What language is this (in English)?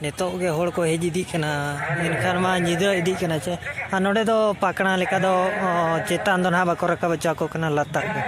Santali